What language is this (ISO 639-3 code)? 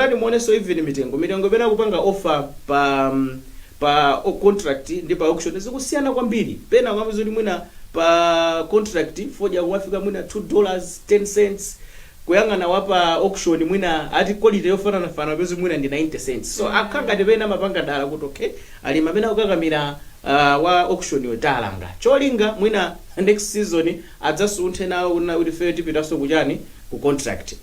nya